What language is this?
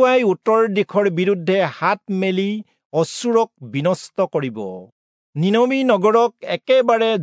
Assamese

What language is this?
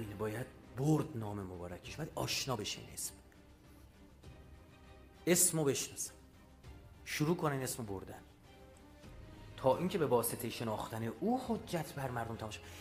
Persian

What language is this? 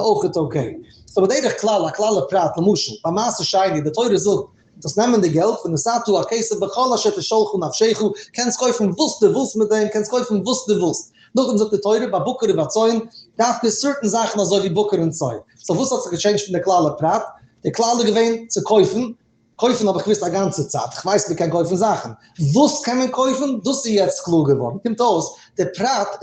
Yiddish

